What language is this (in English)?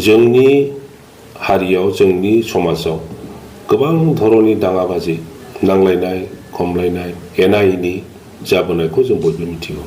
Bodo